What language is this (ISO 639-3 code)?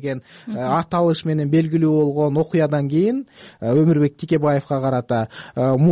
kir